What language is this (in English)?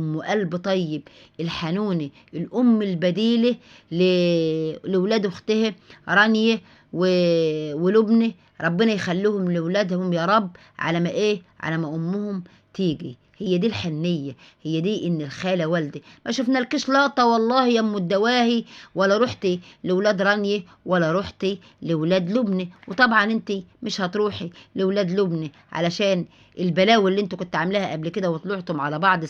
Egyptian Arabic